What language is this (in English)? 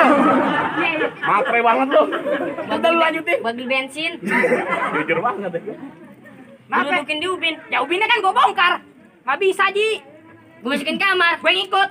Betawi